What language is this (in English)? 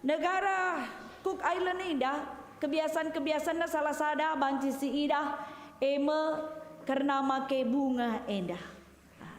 Batak Karo